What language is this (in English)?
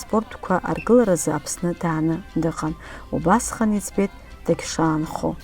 Abkhazian